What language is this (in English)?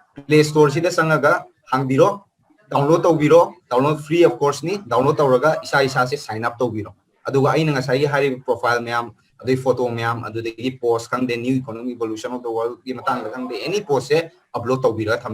Manipuri